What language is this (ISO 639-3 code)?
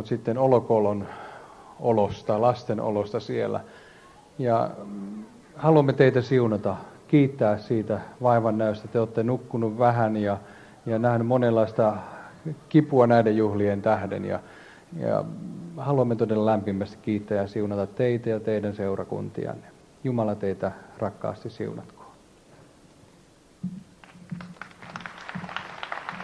fin